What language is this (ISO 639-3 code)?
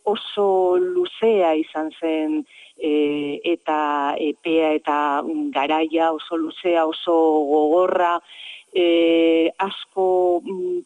eus